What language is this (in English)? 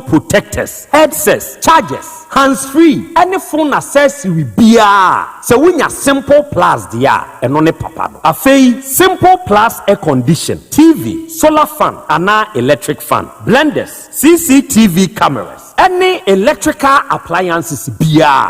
Akan